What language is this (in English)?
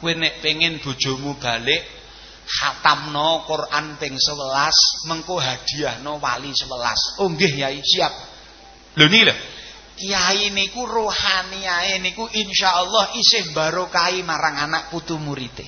Javanese